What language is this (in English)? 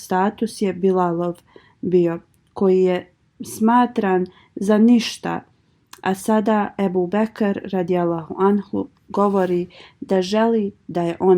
Bosnian